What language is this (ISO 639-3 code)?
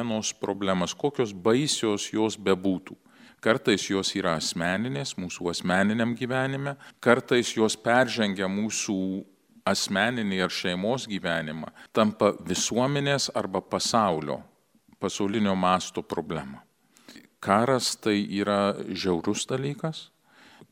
lit